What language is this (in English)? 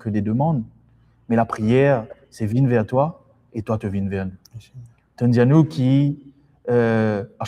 Morisyen